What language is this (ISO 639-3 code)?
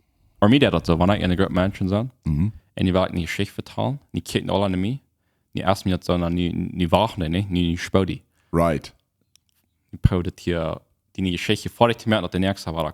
pdt